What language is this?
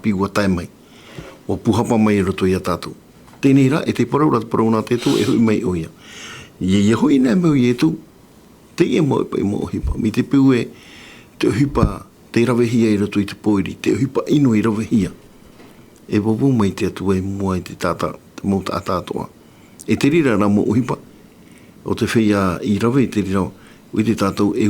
Tahitian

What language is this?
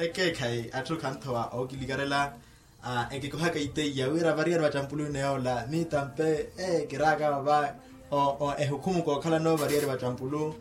Makhuwa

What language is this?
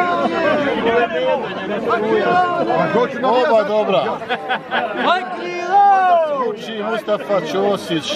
Croatian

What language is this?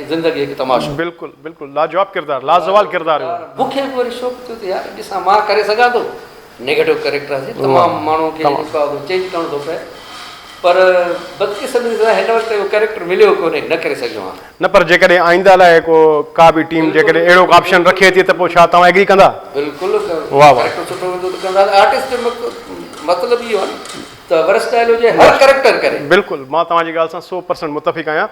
Sindhi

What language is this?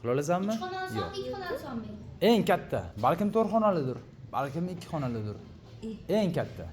Uzbek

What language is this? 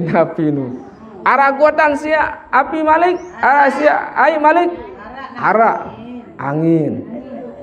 Sasak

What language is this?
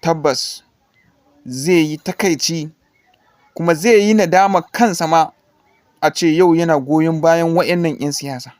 Hausa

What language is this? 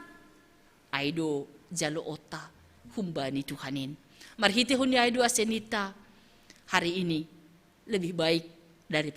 Batak Simalungun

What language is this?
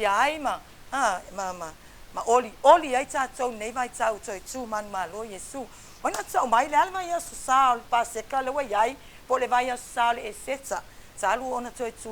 Samoan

